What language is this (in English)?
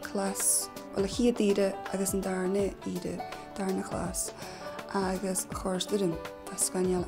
Scottish Gaelic